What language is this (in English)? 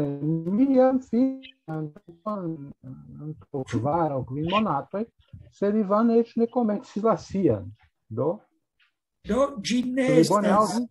Esperanto